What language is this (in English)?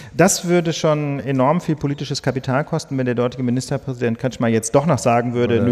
German